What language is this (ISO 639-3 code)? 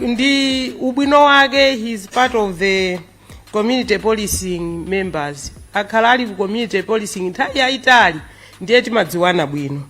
nya